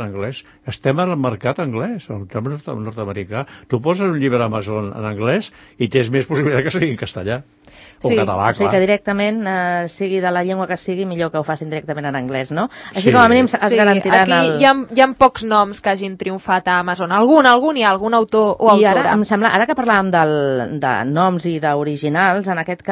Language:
Catalan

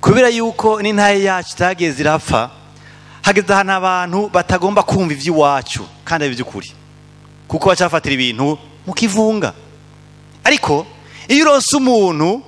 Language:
Rundi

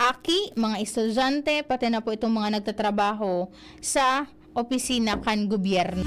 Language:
Bikol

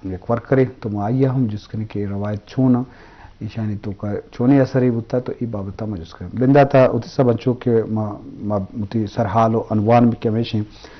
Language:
Eastern Balochi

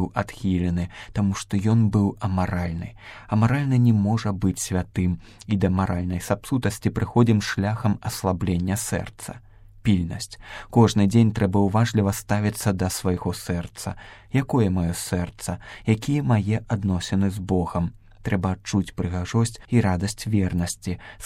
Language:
Belarusian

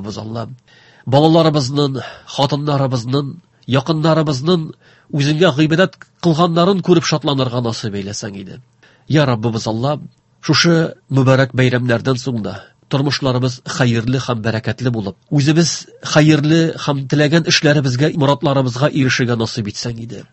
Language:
Tatar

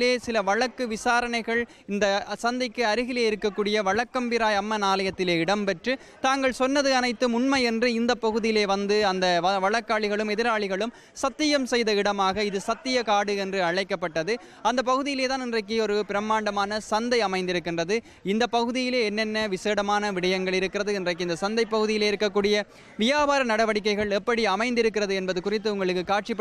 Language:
Tamil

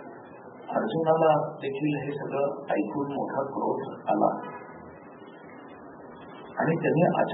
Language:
Marathi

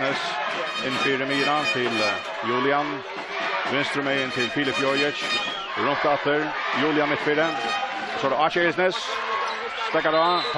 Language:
Faroese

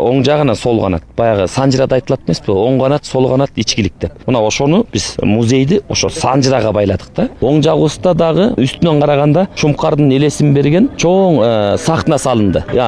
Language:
Kyrgyz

